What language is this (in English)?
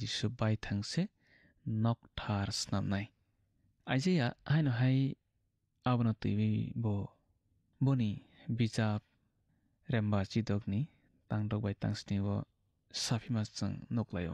Kok Borok